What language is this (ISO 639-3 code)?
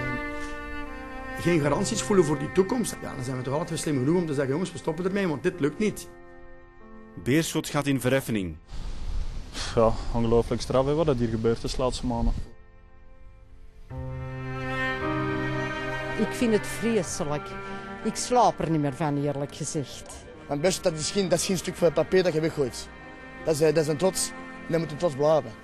nld